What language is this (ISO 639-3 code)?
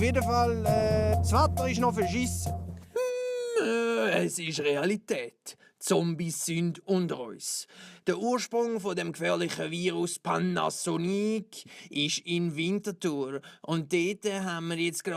gsw